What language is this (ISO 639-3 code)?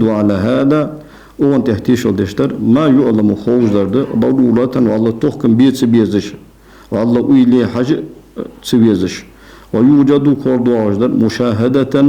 inh